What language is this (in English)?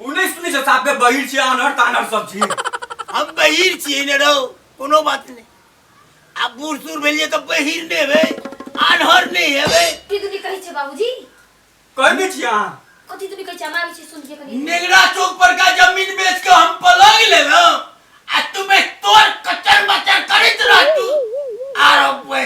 Maithili